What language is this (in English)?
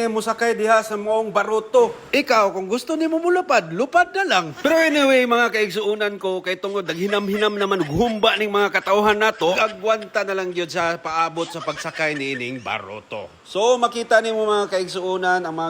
Cebuano